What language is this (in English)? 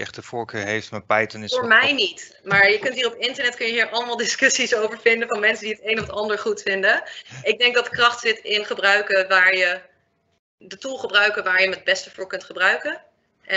Dutch